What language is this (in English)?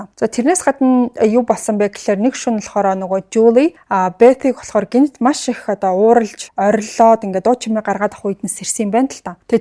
Mongolian